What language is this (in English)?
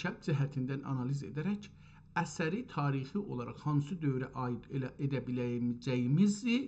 South Azerbaijani